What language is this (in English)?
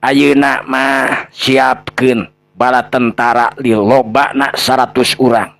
Sundanese